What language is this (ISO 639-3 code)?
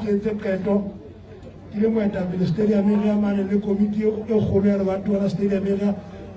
sot